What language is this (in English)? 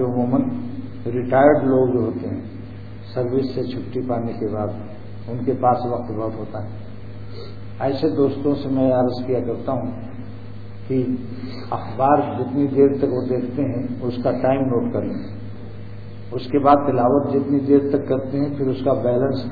Urdu